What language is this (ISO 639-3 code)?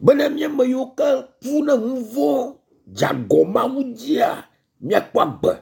ewe